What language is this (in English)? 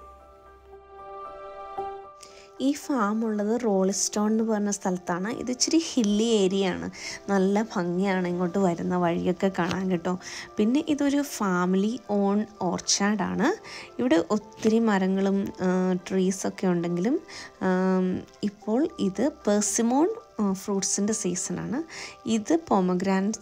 Malayalam